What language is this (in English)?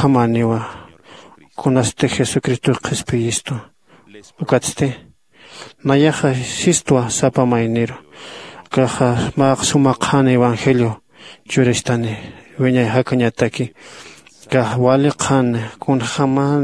Aymara